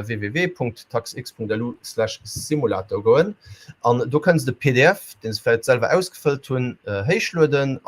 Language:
Luxembourgish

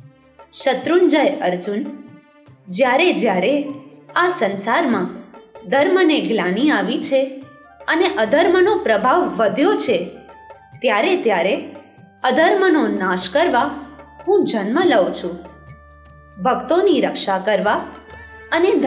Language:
Gujarati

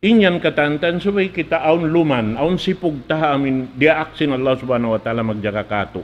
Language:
Tausug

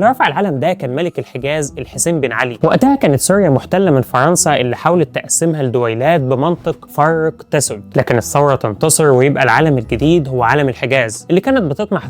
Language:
Egyptian Arabic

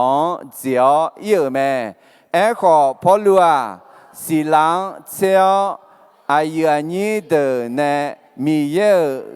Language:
Akha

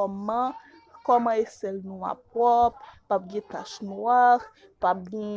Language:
Haitian Creole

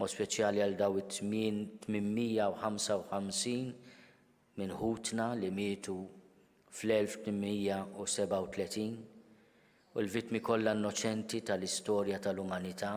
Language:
Maltese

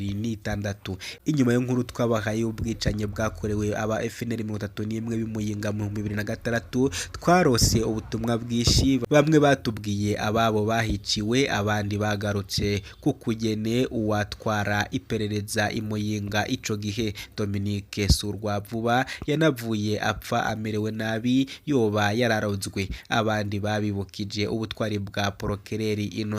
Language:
Rundi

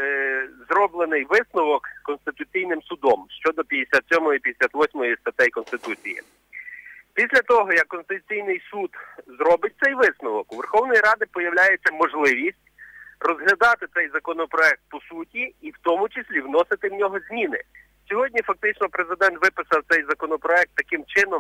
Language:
Ukrainian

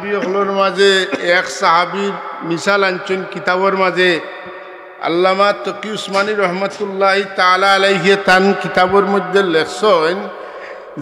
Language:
Sylheti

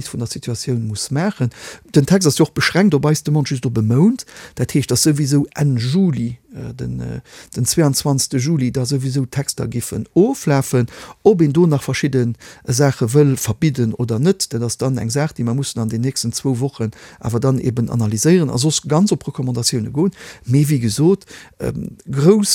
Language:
Luxembourgish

